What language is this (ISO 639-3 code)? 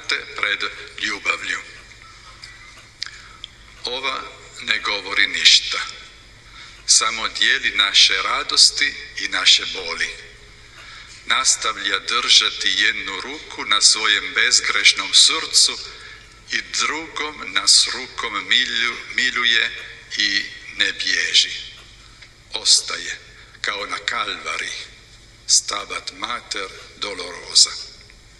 hrv